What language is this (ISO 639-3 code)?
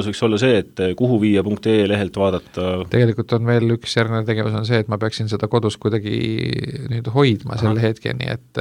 est